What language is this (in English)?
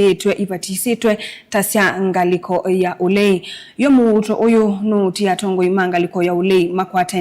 Kamba